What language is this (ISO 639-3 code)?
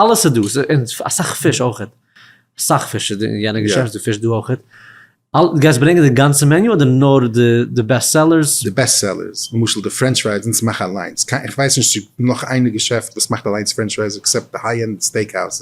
yid